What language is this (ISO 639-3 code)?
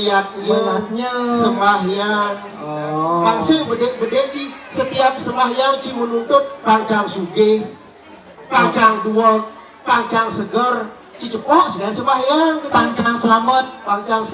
ban